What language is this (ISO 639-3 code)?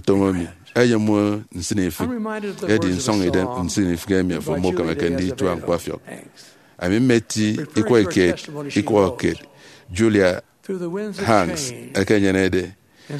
efi